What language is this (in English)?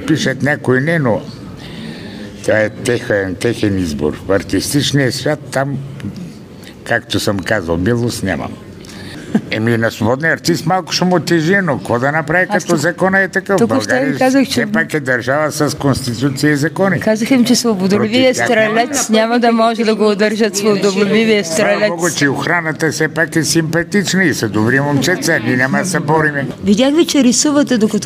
Bulgarian